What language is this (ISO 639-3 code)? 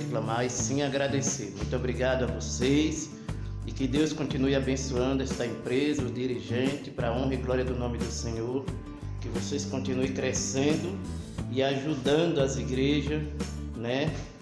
por